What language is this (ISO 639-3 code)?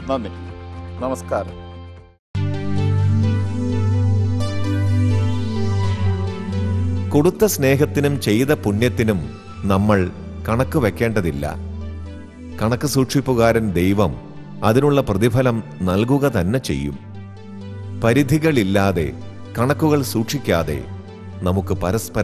mal